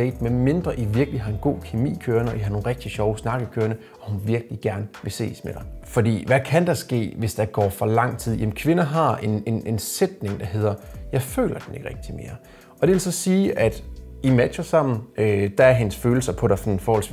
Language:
Danish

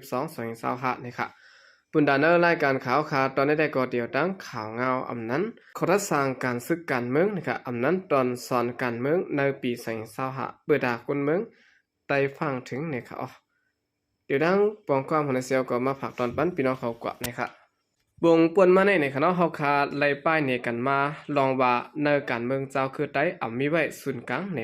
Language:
Shan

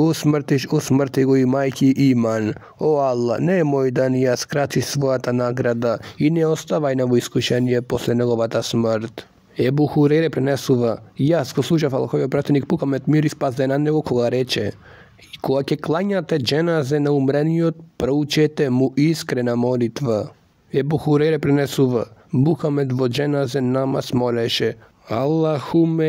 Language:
Macedonian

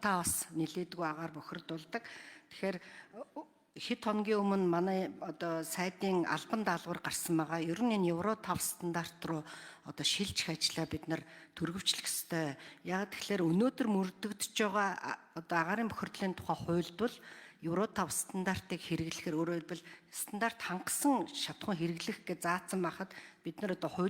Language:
Mongolian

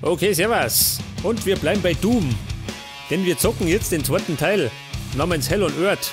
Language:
Bavarian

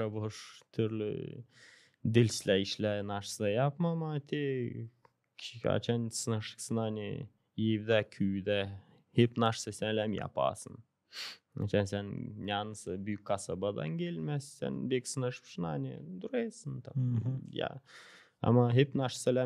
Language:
Gagauz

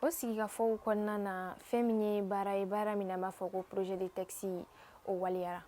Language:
Bambara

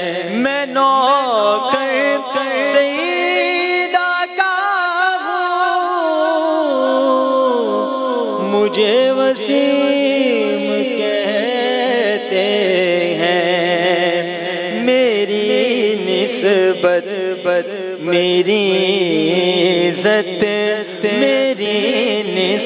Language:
Urdu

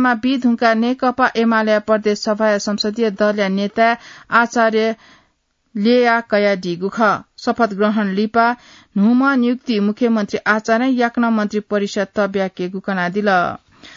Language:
Newari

